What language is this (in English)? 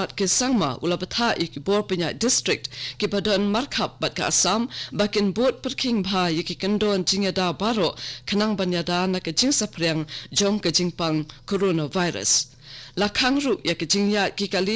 Khasi